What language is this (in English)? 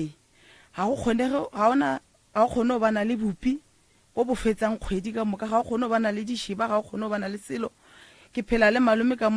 Northern Sotho